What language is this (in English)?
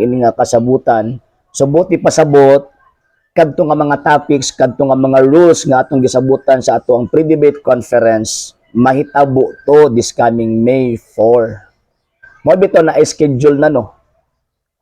Cebuano